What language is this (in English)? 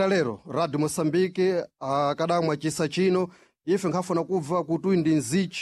Sena